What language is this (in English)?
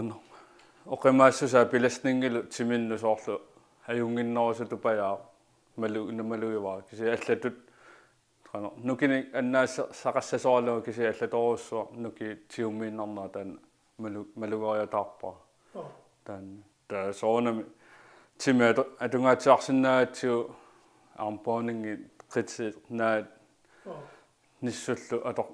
Kalaallisut